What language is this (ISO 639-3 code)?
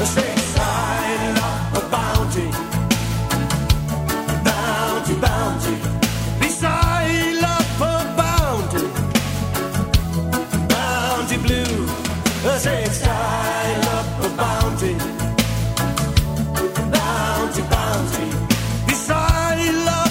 dan